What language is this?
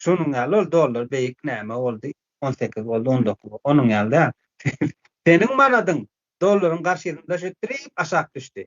Turkmen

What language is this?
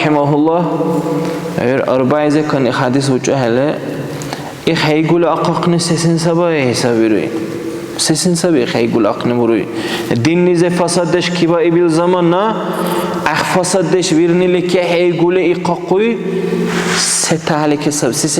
Dargwa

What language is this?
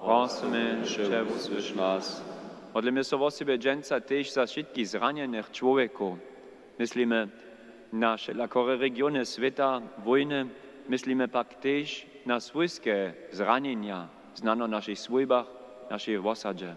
Upper Sorbian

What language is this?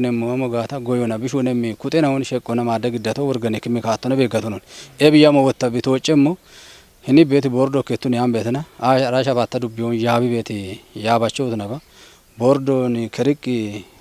Kafa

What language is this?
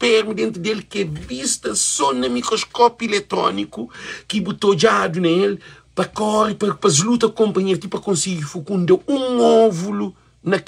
Kabuverdianu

